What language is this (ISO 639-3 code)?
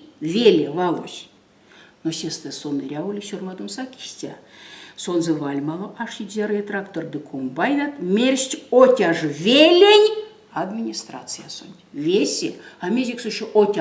myv